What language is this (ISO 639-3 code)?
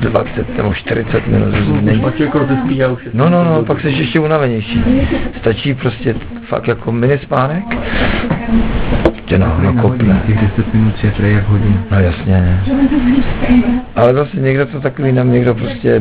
ces